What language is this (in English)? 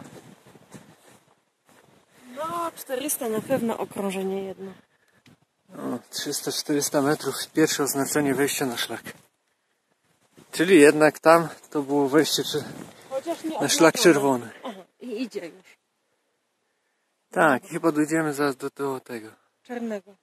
Polish